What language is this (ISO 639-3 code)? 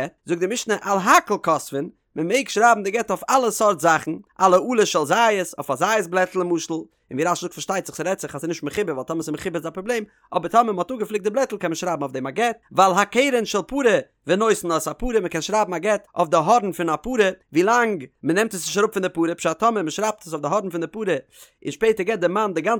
yid